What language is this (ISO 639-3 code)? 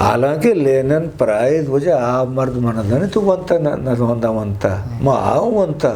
bgp